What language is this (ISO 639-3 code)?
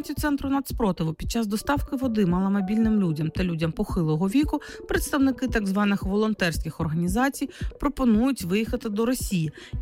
ukr